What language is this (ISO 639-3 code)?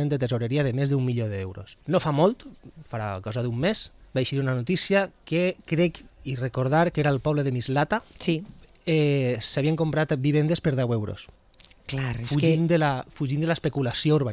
cat